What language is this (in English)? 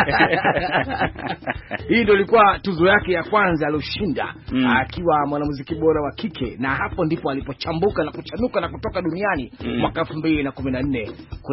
Swahili